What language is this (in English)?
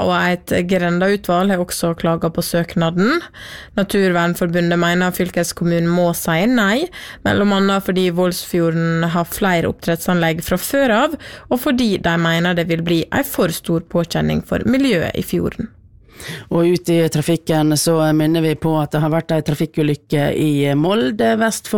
Norwegian